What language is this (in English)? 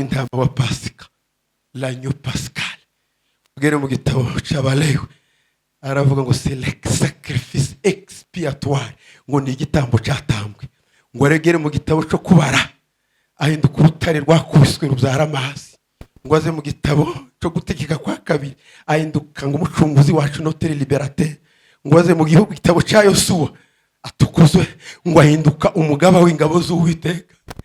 Kinyarwanda